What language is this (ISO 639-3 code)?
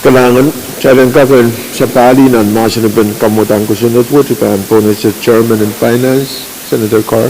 pon